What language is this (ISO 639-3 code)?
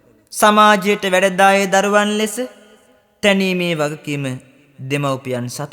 sin